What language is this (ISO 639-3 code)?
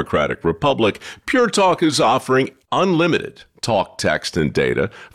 eng